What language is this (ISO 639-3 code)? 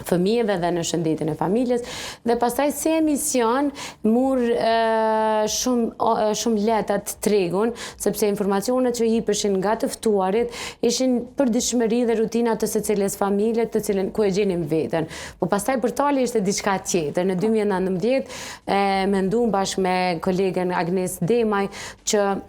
sqi